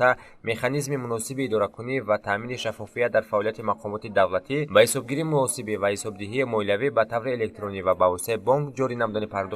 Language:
Tajik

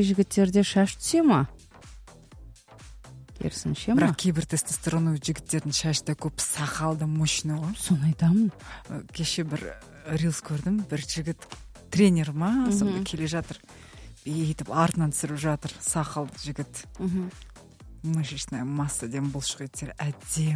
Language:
Kazakh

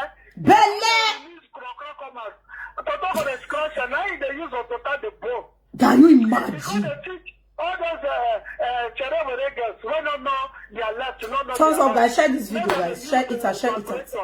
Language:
Nigerian Pidgin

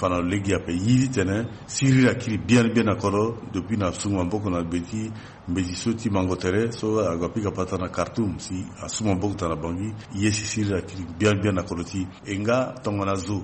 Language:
Sango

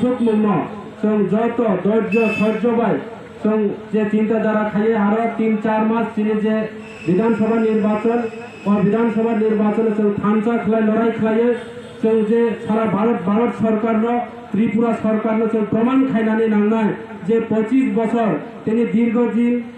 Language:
Kok Borok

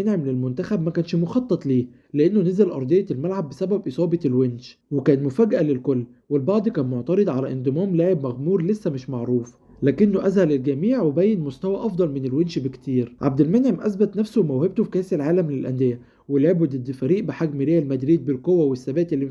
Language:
Egyptian Arabic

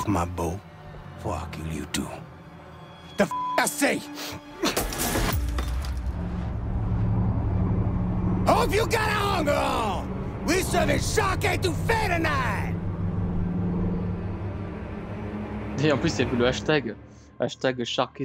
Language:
French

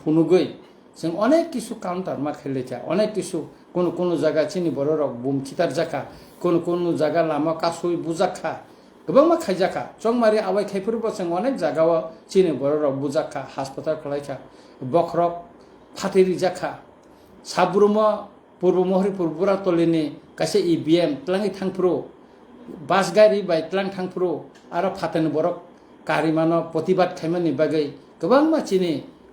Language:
Kok Borok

